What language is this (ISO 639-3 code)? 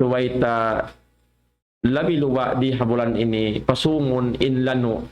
tsg